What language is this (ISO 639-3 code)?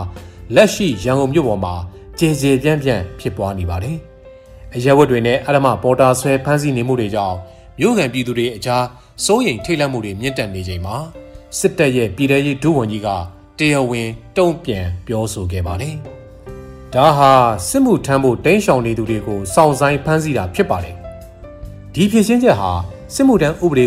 mya